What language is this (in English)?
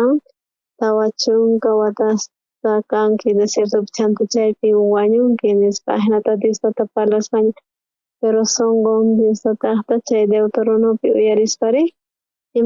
South Bolivian Quechua